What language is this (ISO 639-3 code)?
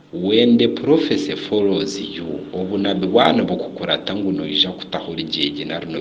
nyn